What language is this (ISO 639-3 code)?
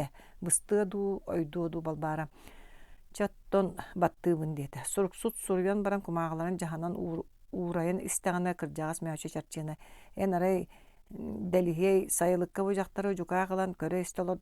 sah